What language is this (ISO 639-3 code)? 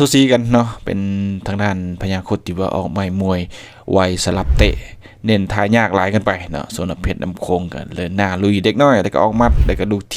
lao